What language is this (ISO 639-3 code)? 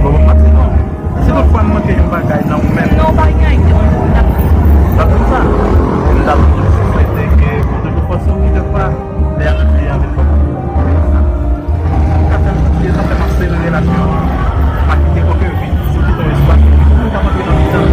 hat